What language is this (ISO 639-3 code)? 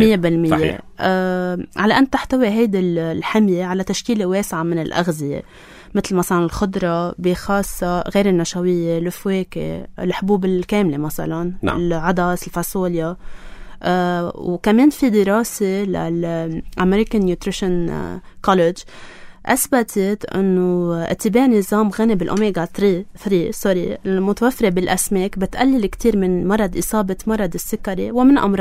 apc